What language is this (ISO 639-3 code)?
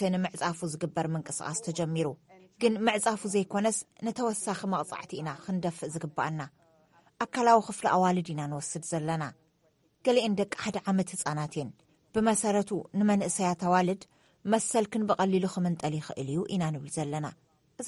tir